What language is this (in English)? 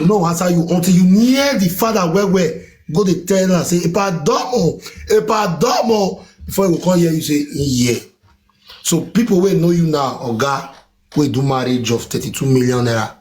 Nigerian Pidgin